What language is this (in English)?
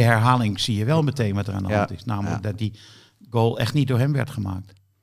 Dutch